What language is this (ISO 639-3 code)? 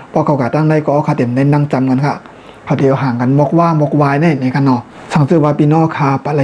shn